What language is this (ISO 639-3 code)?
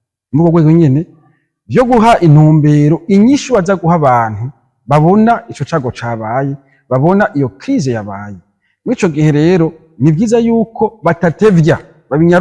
run